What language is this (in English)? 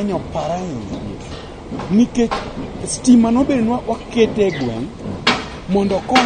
Luo (Kenya and Tanzania)